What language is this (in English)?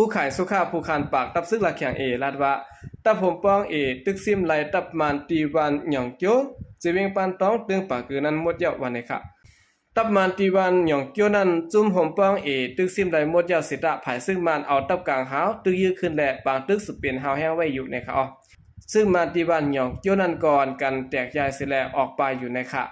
Shan